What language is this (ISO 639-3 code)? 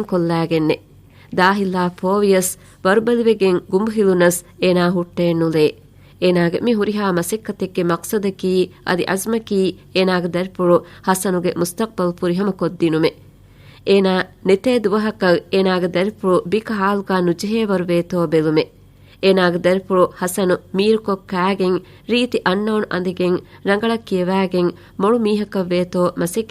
div